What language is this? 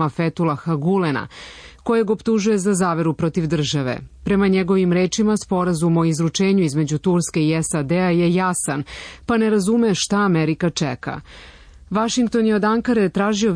Serbian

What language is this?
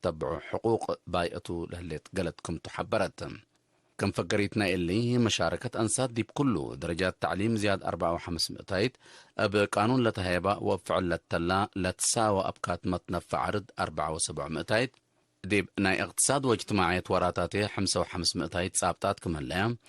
Tigre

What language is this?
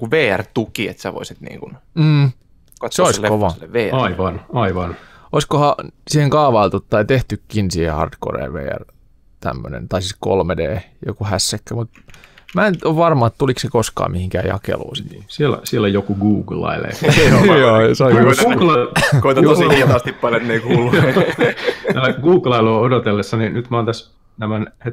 Finnish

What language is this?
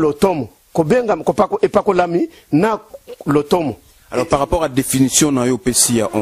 Lingala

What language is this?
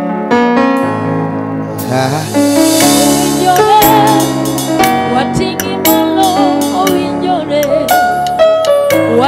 Luo (Kenya and Tanzania)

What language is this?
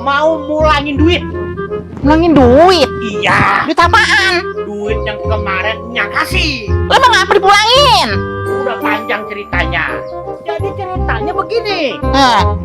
Betawi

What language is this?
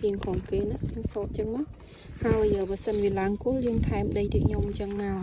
Khmer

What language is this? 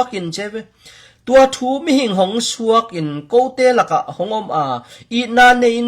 Tedim Chin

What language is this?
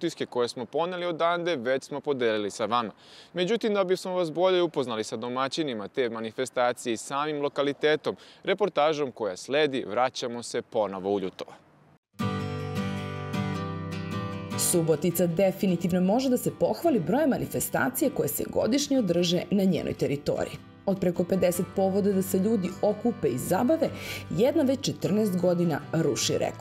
Serbian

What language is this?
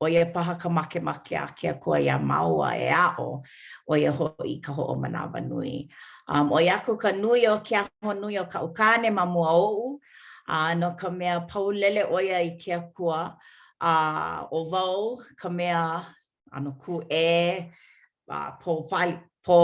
Hawaiian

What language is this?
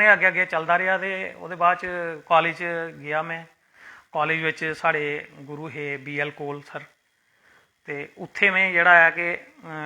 Dogri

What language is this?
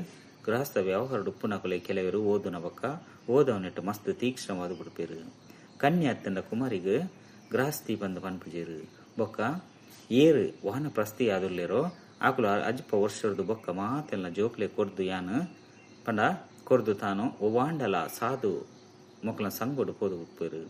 Tulu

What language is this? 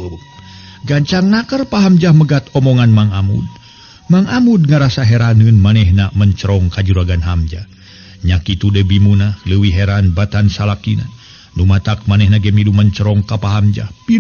Sundanese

